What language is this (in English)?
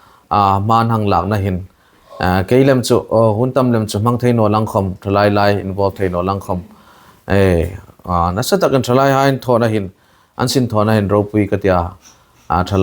Hmar